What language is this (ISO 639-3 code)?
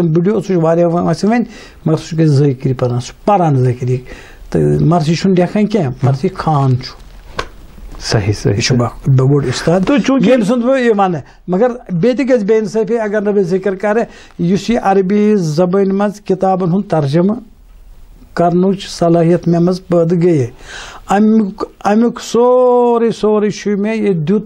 kas